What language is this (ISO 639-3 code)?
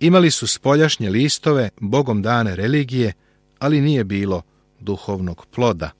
srp